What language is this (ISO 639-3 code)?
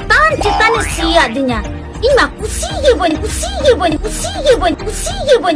sat